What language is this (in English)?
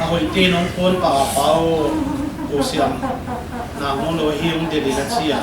Paite Chin